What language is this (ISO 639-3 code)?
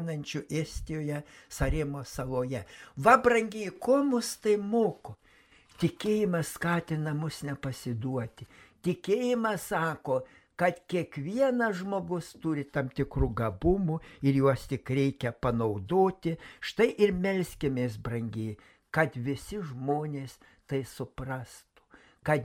lit